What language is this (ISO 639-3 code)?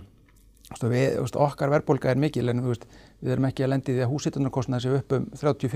isl